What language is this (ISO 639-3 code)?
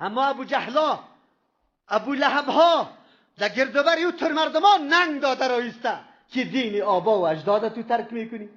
fas